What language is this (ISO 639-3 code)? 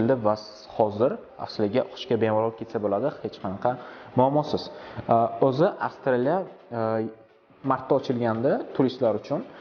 uzb